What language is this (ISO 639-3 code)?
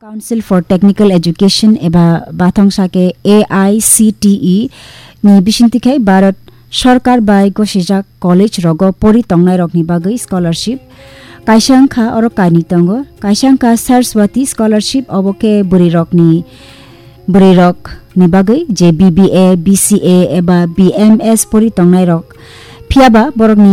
trp